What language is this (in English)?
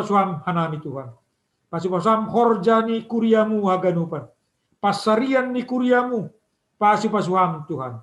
Batak Simalungun